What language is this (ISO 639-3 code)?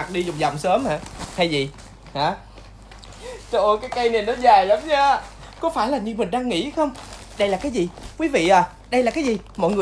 vie